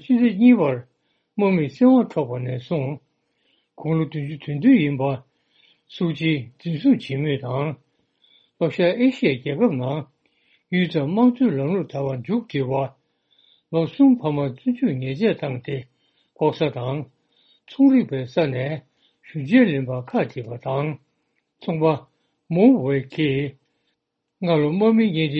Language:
Tibetan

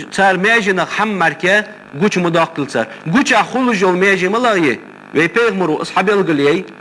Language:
Ingush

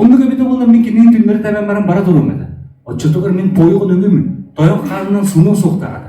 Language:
Yakut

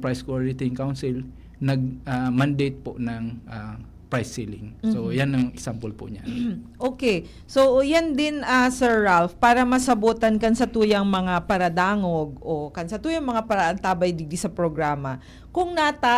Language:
Bikol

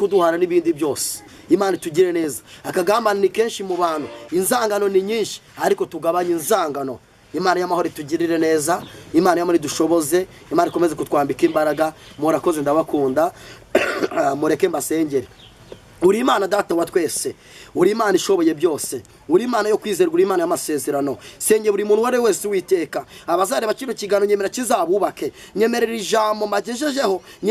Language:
Kinyarwanda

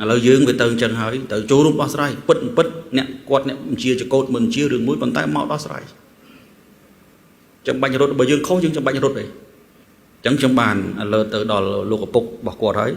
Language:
Khmer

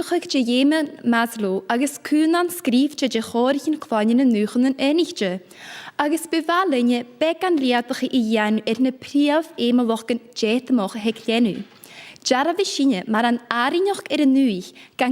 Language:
Scottish Gaelic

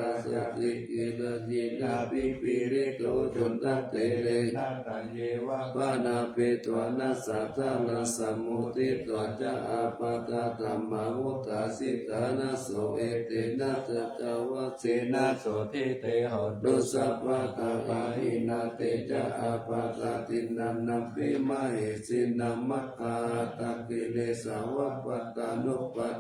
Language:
Pali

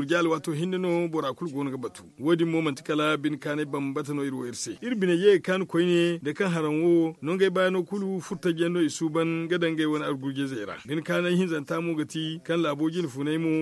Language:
Zarma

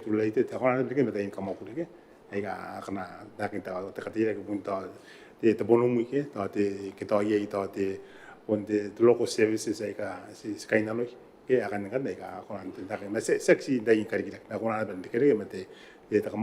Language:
Gilbertese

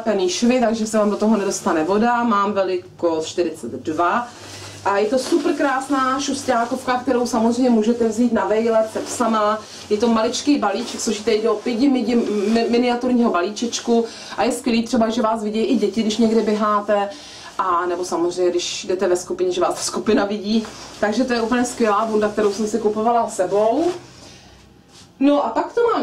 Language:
Czech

